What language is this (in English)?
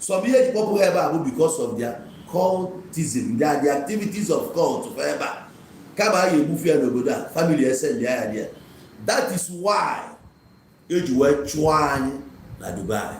Igbo